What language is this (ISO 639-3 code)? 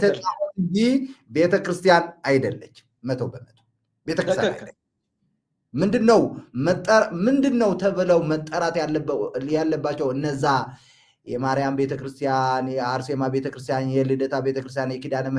amh